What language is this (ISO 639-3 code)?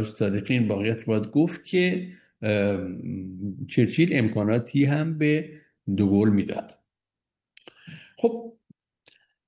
fas